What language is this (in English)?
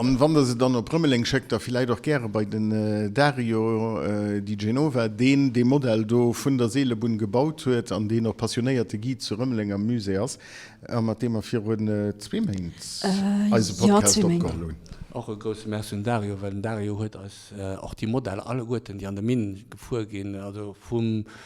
Luxembourgish